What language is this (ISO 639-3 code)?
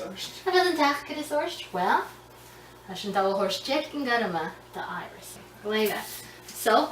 gla